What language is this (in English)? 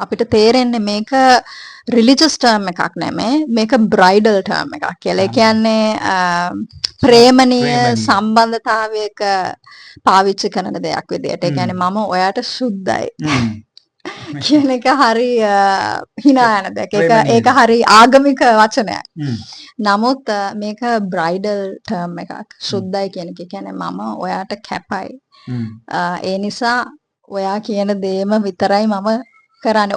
Sinhala